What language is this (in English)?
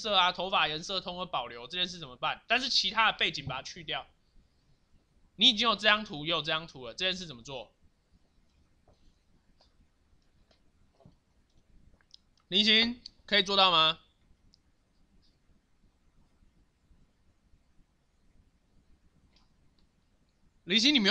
Chinese